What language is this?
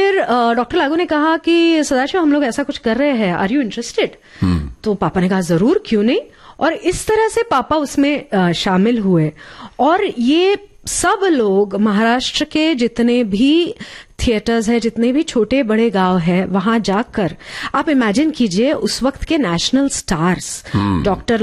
Hindi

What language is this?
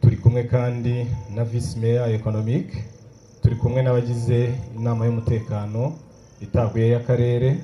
Kinyarwanda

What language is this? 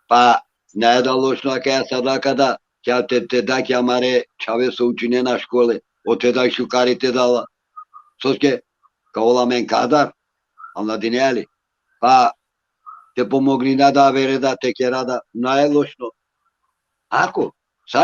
Balkan Romani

